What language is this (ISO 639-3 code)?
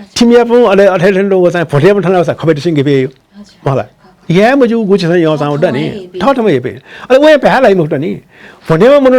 new